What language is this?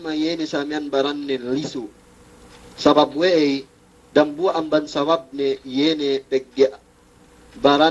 Yakan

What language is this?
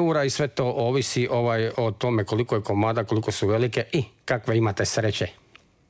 Croatian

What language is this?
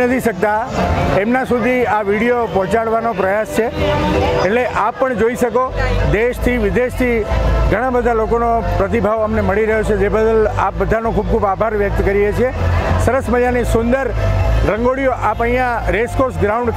Gujarati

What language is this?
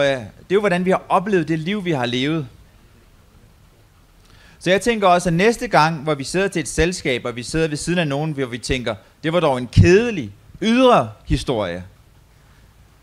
Danish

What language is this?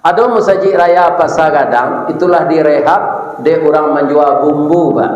Minangkabau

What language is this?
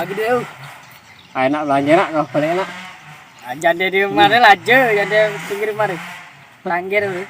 Musi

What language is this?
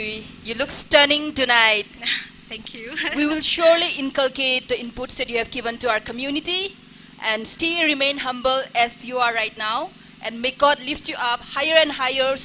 Tangkhul Naga (India)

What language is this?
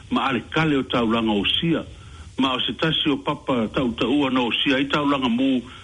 Samoan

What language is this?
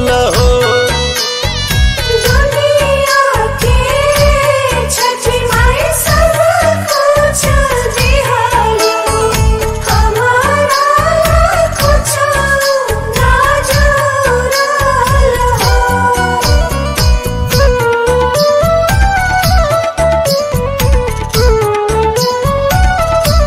Bhojpuri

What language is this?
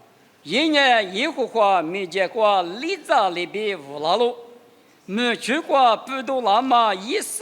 Lisu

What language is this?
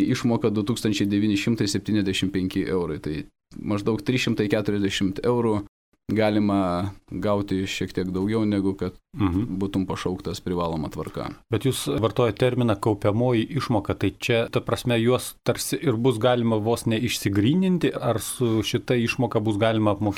Lithuanian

